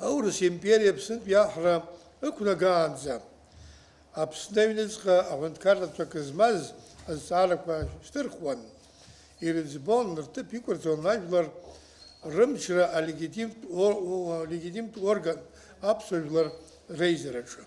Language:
Abkhazian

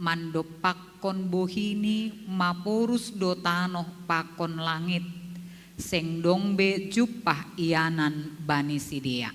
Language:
Batak Simalungun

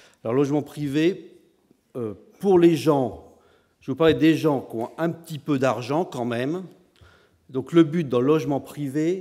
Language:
French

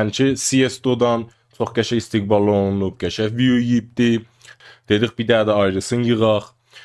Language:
South Azerbaijani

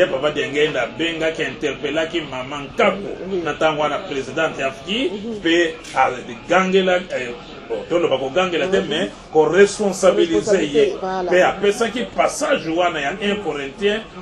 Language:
Lingala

